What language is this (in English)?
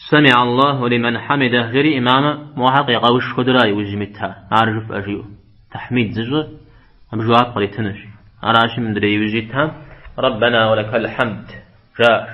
Kabardian